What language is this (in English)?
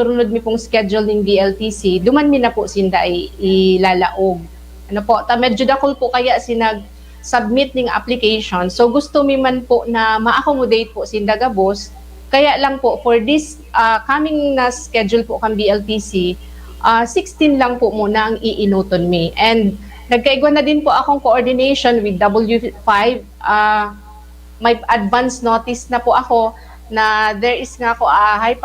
Bikol